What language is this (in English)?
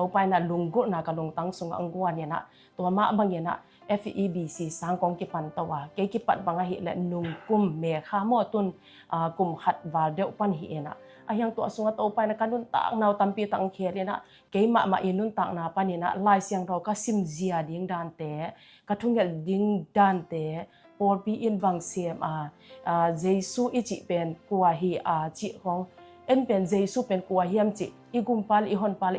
Tedim Chin